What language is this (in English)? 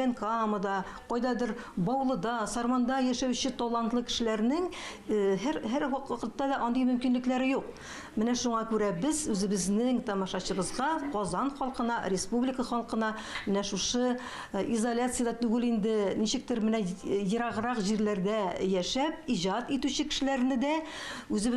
Tatar